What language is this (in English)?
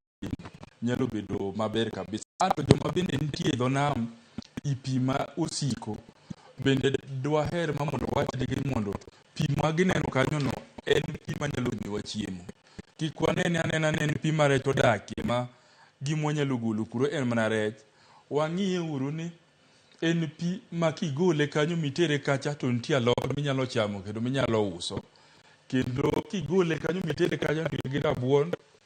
Luo (Kenya and Tanzania)